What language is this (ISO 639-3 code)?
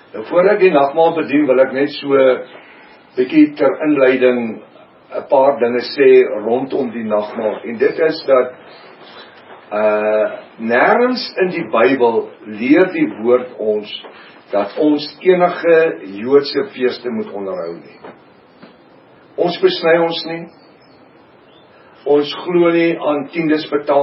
afr